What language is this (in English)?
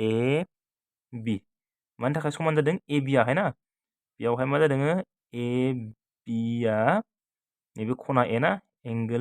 Bodo